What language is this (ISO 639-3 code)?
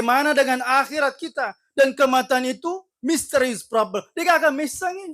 bug